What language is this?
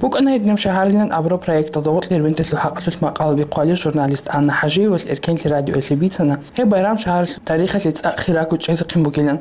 Avaric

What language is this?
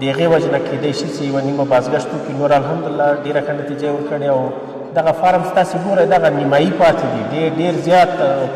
Pashto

